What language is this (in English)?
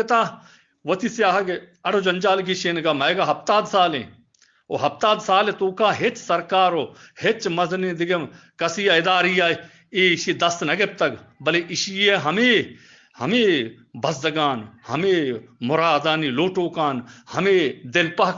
Eastern Balochi